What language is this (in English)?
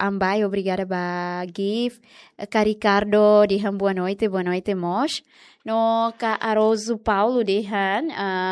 Tetum